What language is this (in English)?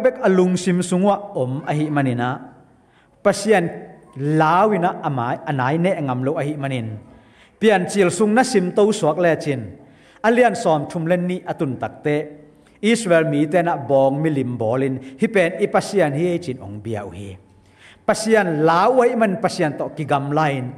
Tedim Chin